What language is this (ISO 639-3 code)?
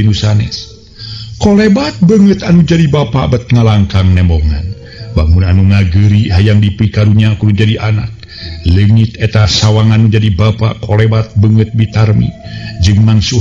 sun